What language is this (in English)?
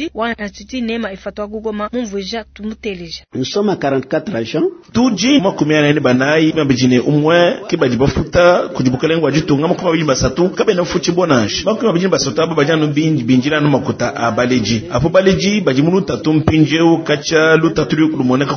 Luba-Lulua